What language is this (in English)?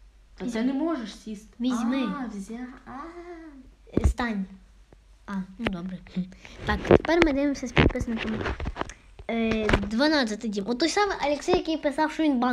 Ukrainian